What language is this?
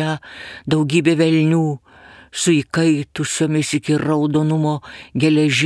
Lithuanian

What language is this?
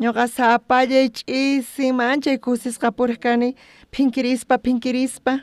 South Bolivian Quechua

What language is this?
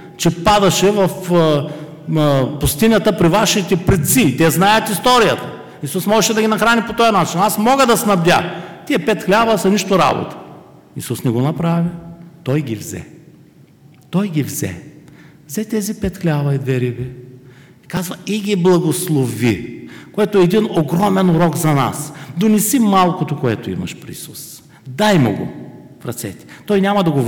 Bulgarian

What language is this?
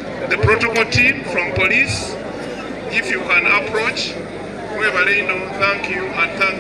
Soga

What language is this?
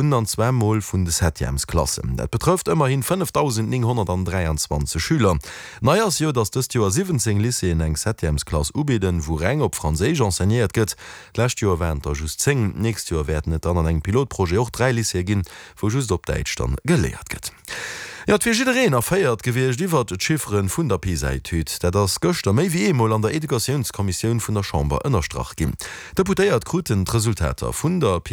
Luxembourgish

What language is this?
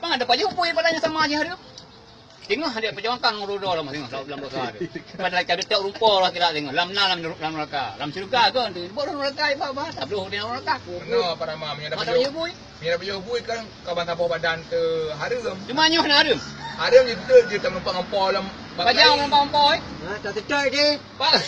Achinese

